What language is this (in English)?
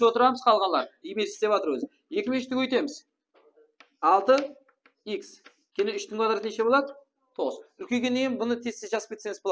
Kara-Kalpak